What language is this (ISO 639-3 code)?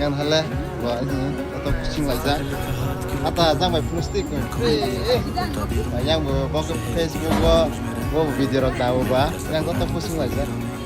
trp